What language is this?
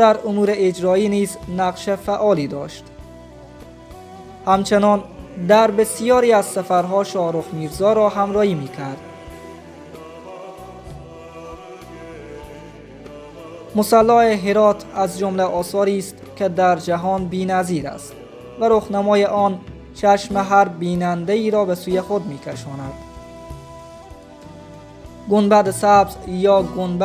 Persian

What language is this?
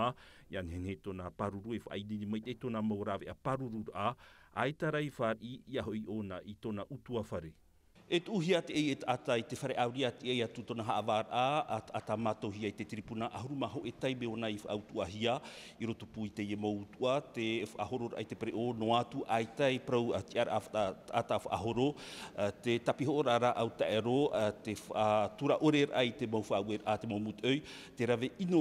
Tahitian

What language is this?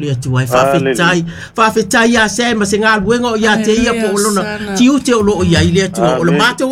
Samoan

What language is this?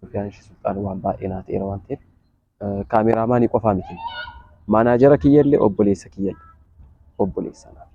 Oromo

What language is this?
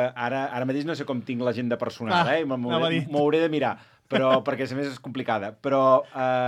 Catalan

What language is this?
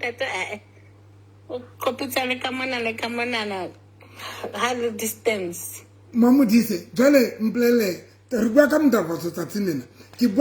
Southern Sotho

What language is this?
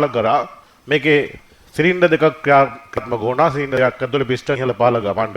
Sinhala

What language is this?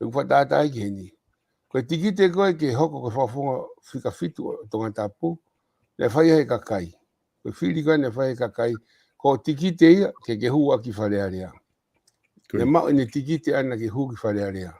Tongan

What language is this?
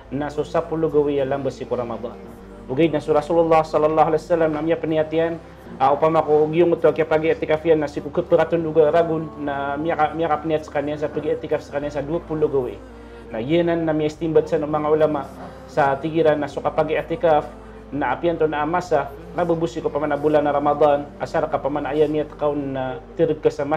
Maranao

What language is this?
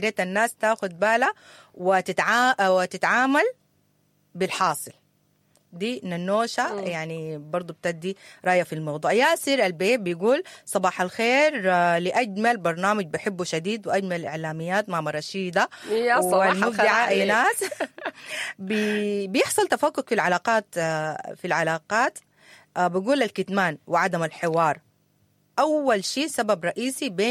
Sudanese Arabic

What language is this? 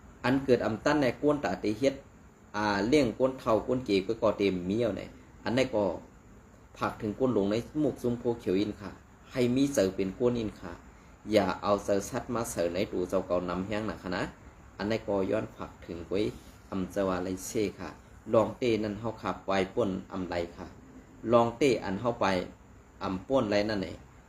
Shan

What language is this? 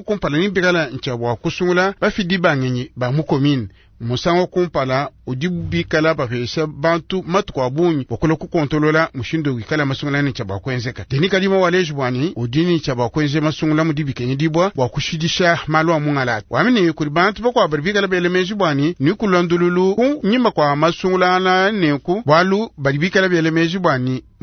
Luba-Lulua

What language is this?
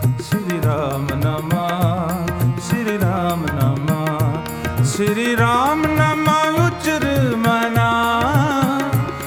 Hindi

